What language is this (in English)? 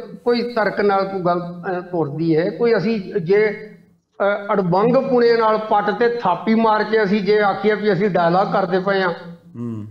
Punjabi